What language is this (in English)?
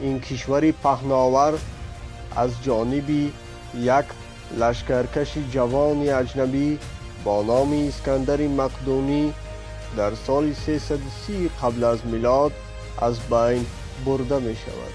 Tajik